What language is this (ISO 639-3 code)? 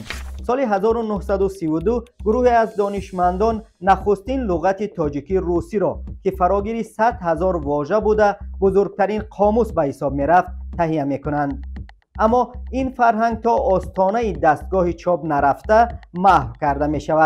tgk